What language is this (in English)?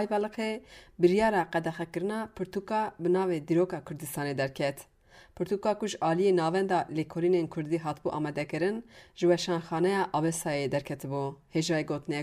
Kurdish